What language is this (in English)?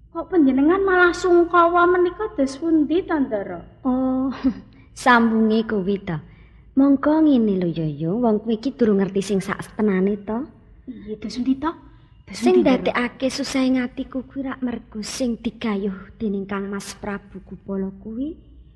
Javanese